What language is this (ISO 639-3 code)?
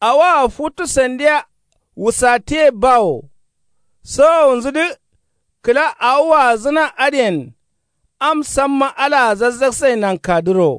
kau